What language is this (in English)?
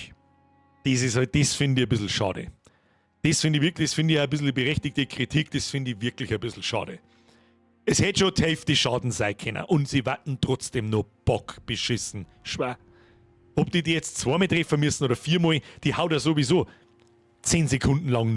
Bavarian